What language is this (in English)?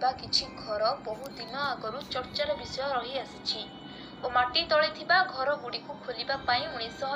Odia